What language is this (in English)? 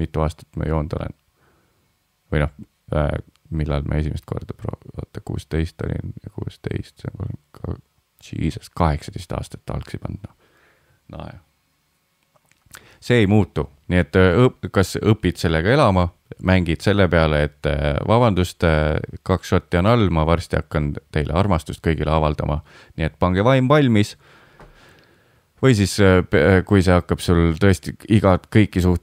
Estonian